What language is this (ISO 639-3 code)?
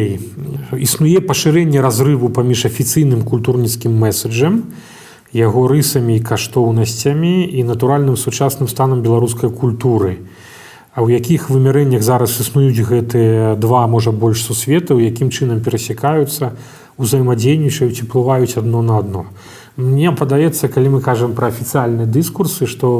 bel